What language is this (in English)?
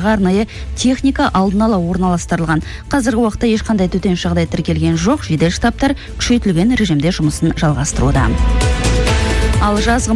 Kazakh